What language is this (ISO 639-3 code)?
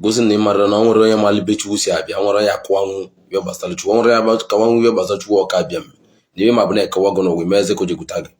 ibo